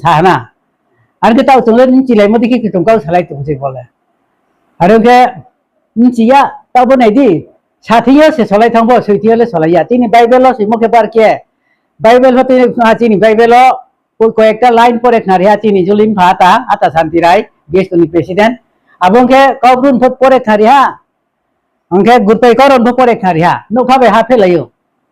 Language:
Riang (India)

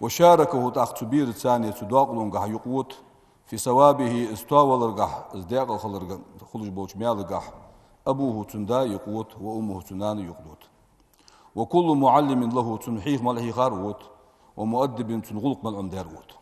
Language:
Ingush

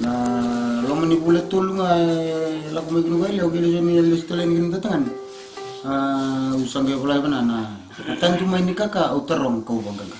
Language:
Fijian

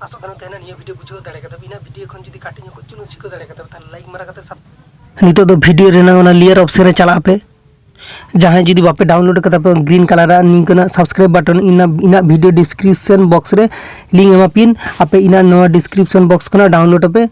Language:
Santali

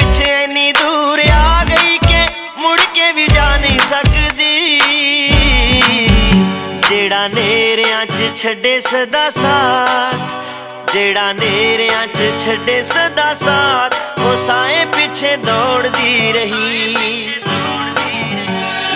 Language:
Punjabi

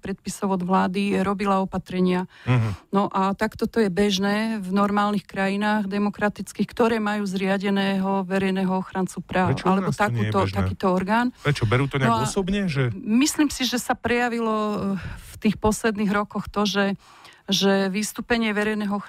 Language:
Slovak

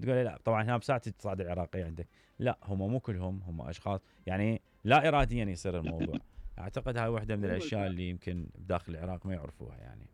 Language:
Mesopotamian Arabic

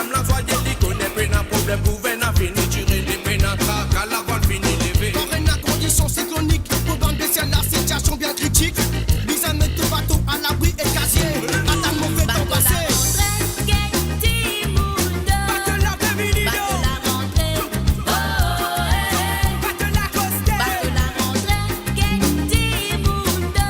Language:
Morisyen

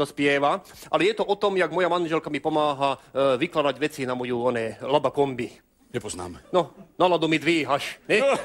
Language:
Slovak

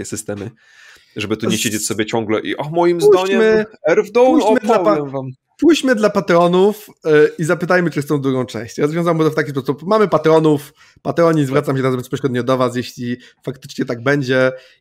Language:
Polish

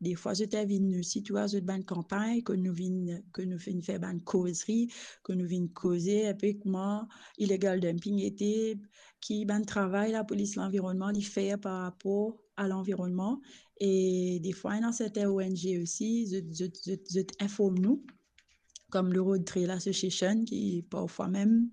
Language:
Morisyen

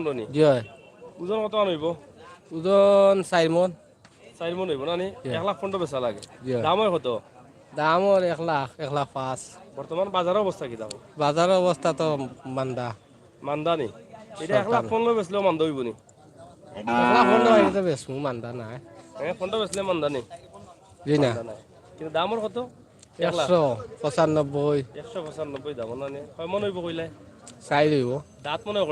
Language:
Sylheti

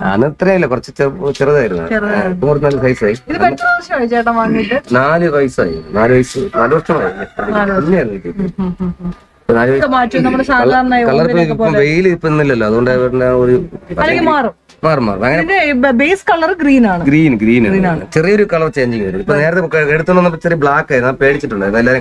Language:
Malayalam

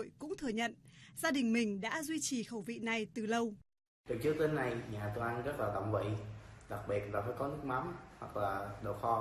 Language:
Vietnamese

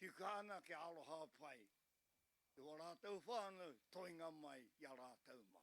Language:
Māori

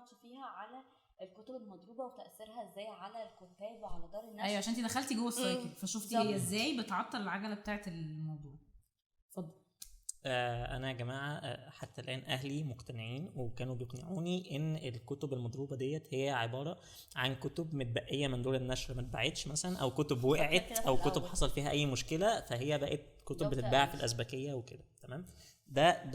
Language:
Egyptian Arabic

